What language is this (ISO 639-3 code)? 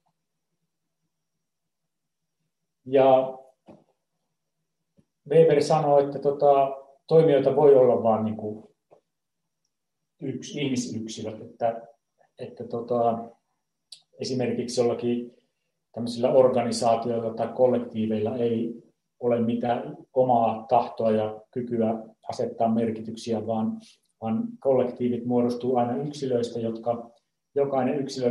fin